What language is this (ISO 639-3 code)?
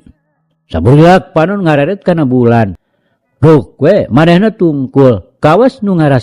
sun